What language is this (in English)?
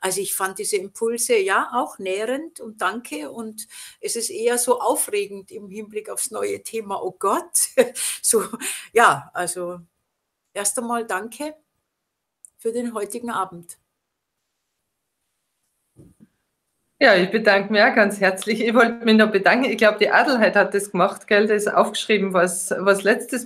German